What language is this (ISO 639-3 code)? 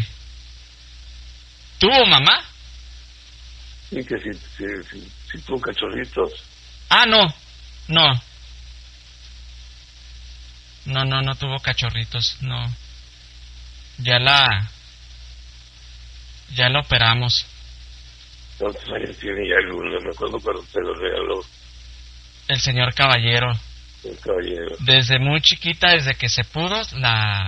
spa